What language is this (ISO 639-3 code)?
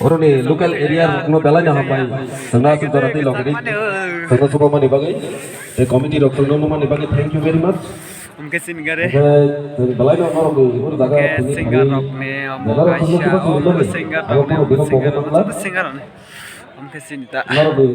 trp